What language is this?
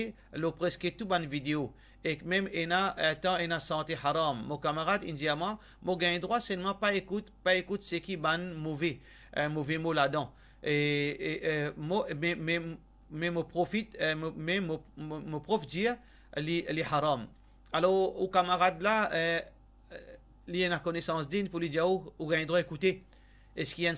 Morisyen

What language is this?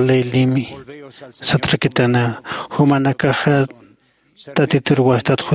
Aymara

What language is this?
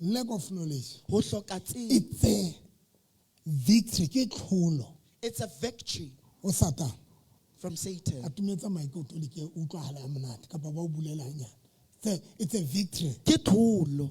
Southern Sotho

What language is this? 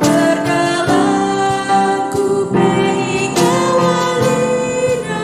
Batak Karo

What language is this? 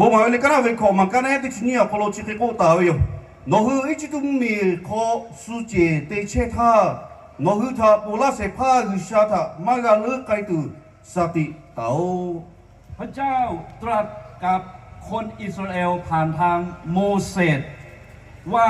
Lahu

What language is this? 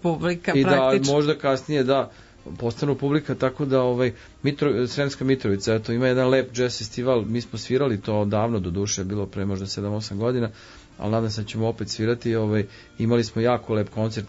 Serbian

